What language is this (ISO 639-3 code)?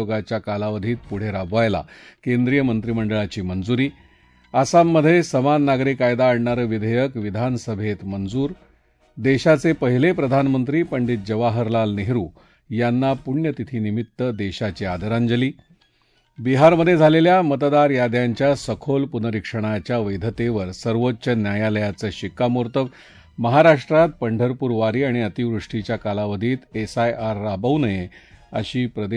mar